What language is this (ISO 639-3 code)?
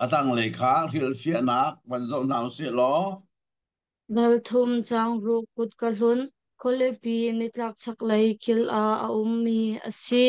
cnh